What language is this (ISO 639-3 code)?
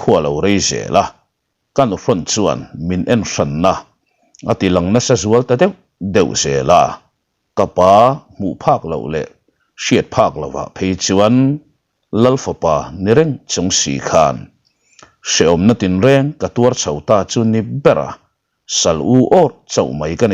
lus